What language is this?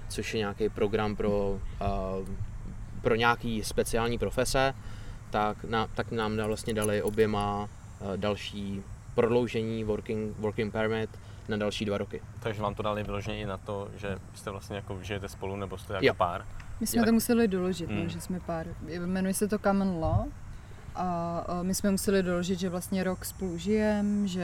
Czech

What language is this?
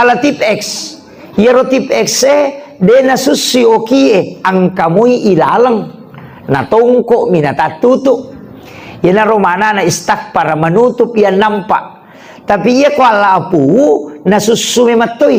Buginese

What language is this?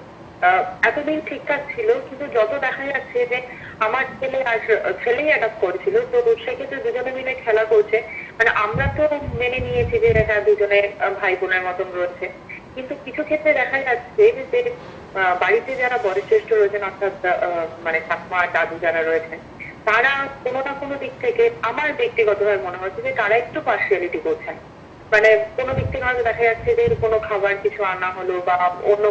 Bangla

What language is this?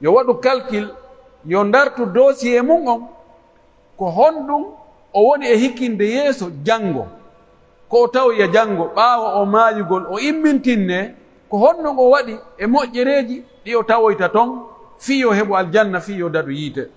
Pular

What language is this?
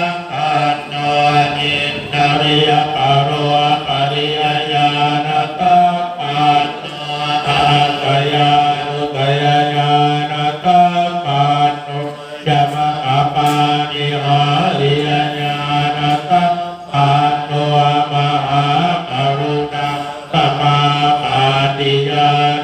Pali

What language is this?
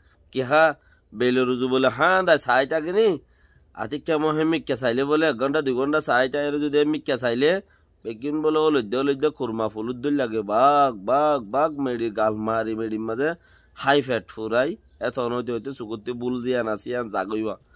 Rohingya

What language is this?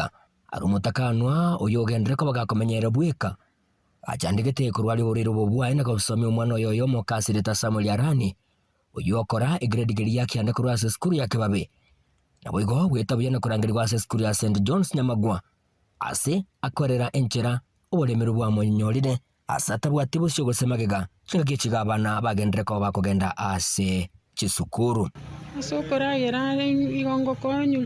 Gusii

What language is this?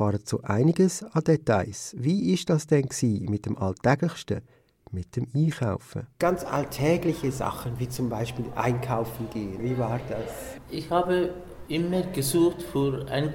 German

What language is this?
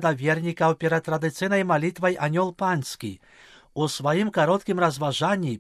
Belarusian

